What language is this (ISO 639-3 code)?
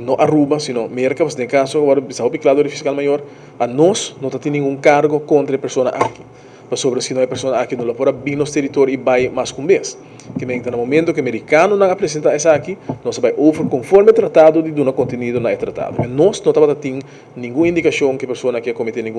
pap